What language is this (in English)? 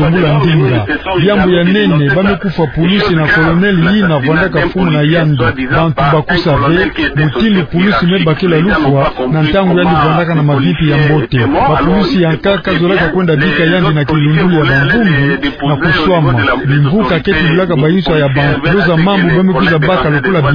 Kituba (Democratic Republic of Congo)